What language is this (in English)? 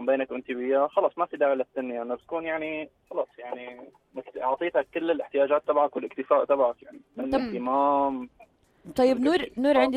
North Levantine Arabic